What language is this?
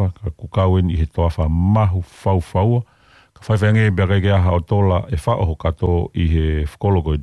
Tongan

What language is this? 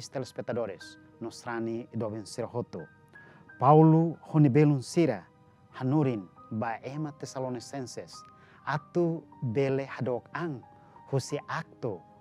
Tetum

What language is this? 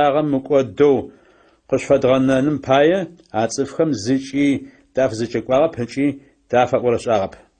Adyghe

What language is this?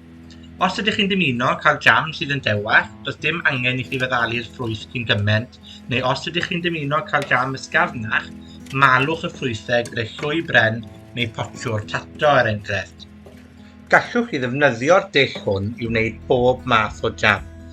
Welsh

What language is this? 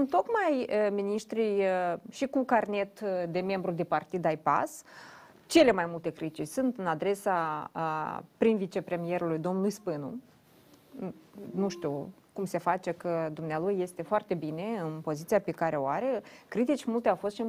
Romanian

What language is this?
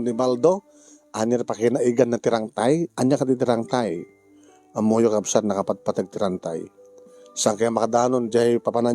Iloko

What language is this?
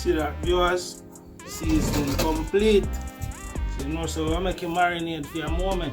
Jamaican Creole English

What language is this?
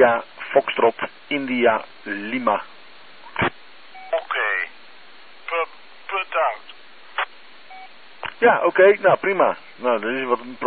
Dutch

